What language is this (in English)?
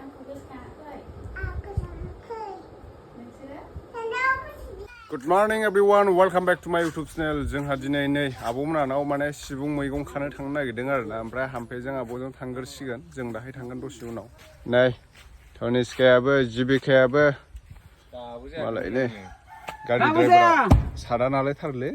Bodo